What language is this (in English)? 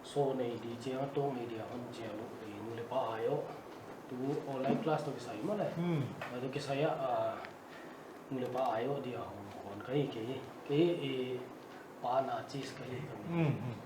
Paite Chin